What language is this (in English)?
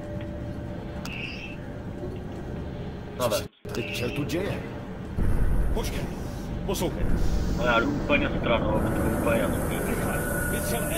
Czech